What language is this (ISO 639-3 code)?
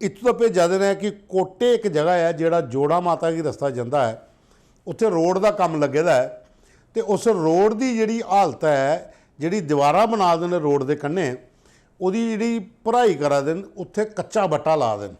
doi